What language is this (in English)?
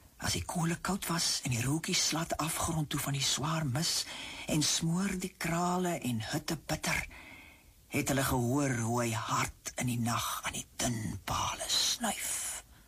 Afrikaans